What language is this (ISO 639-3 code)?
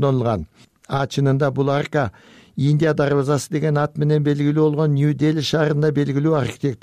kir